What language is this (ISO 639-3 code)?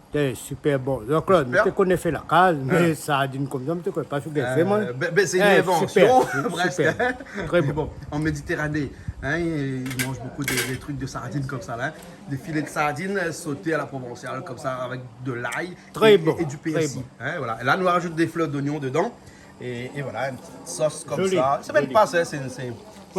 rcf